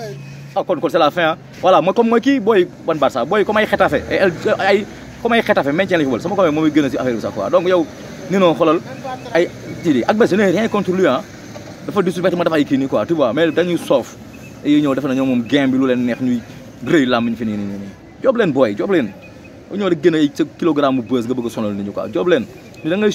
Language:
Wolof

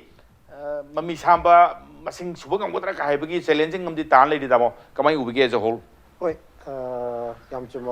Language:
Manipuri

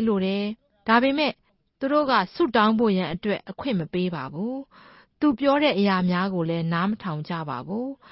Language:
Burmese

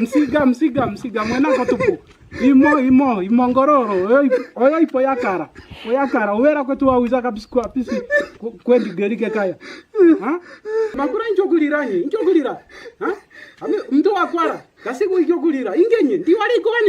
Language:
Kwangali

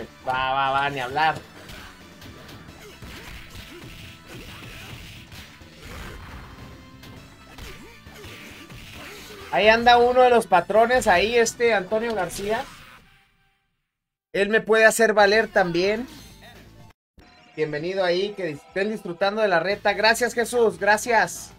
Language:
Spanish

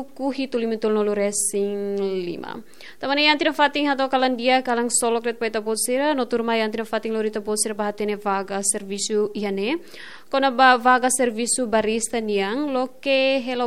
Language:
Tetum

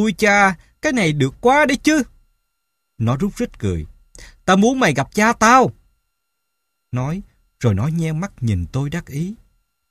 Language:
Vietnamese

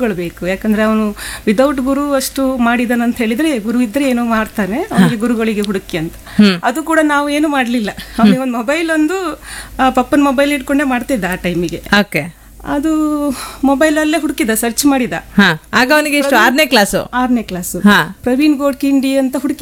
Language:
Kannada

